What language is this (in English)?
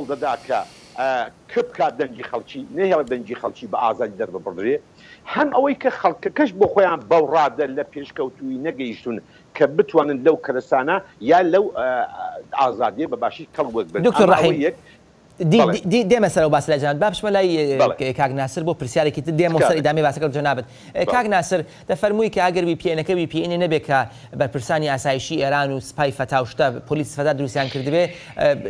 Central Kurdish